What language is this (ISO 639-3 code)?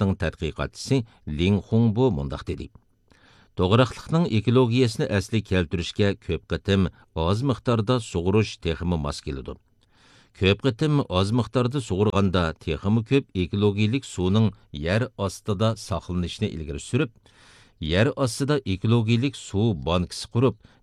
uig